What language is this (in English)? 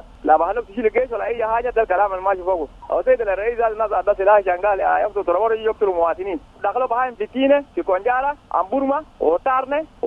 Sudanese Arabic